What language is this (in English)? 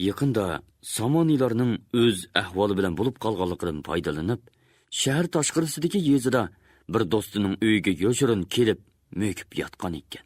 Uyghur